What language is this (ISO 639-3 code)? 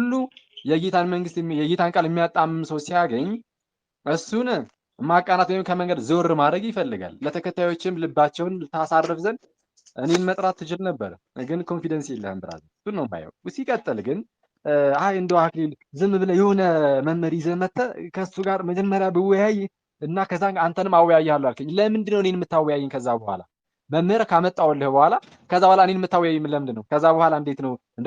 amh